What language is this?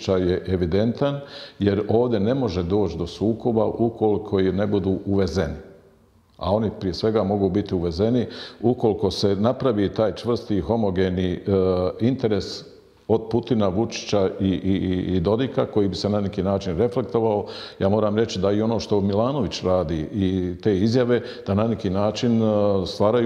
Bosnian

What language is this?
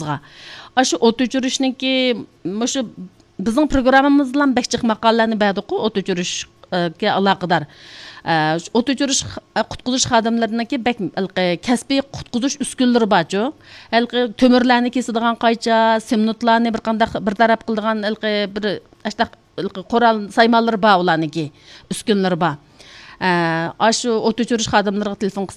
Uyghur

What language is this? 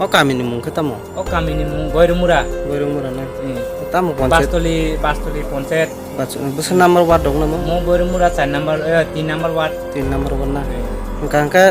Kok Borok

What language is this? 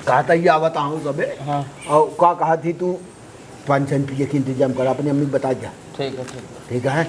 Awadhi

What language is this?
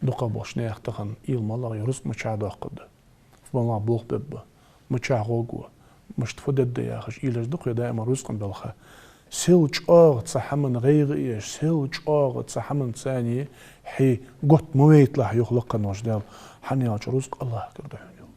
Ingush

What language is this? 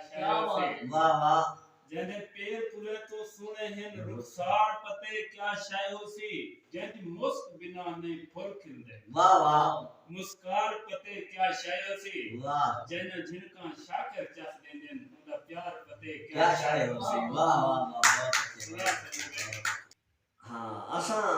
Saraiki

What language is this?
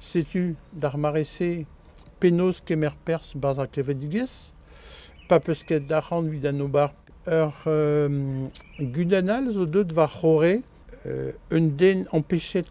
Breton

